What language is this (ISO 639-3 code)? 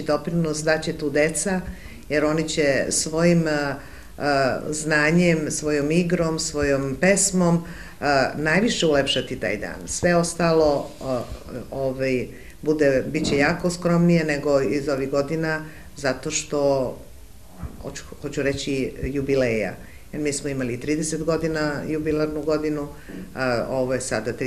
srp